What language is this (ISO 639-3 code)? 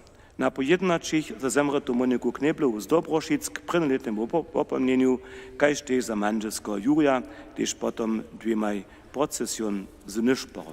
hsb